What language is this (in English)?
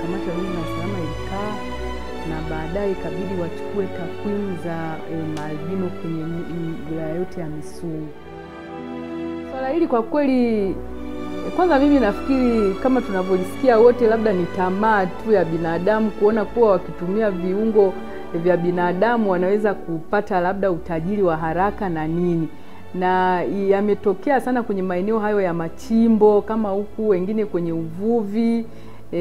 Swahili